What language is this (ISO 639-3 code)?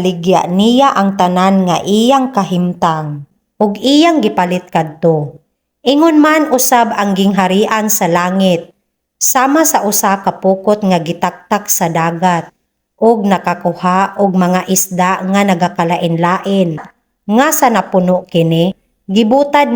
ceb